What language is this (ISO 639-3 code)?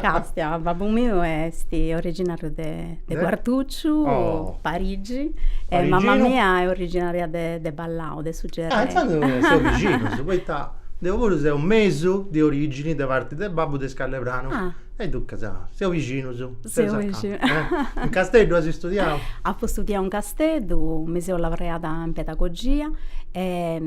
srd